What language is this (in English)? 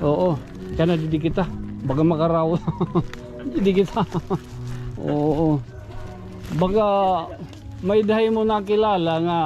Waray